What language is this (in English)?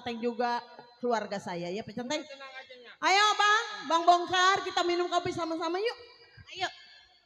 Betawi